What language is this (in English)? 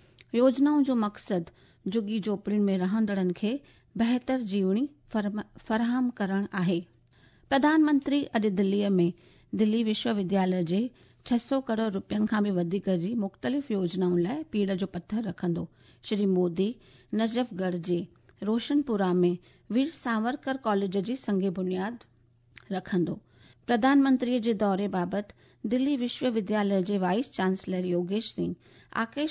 Sindhi